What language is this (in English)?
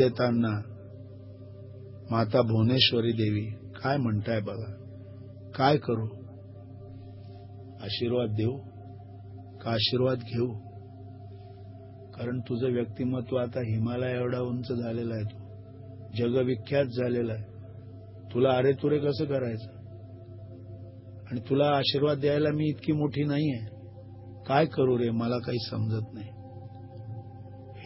Marathi